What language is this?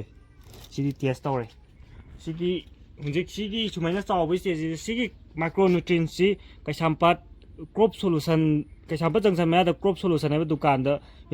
Manipuri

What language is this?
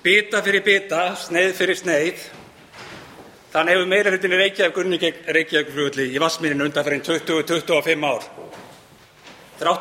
Icelandic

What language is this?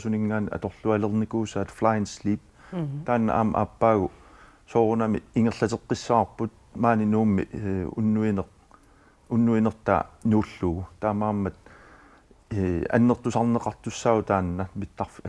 Kalaallisut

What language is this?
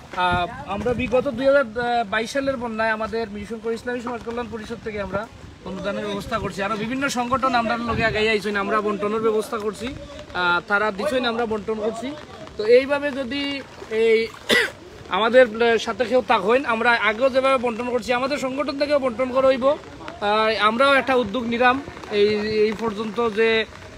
Sylheti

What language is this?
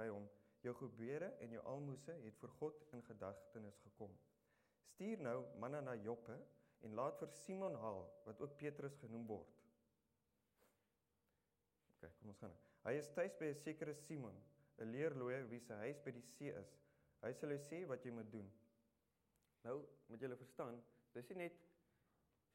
Afrikaans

